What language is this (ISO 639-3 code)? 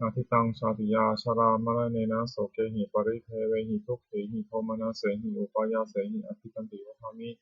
pli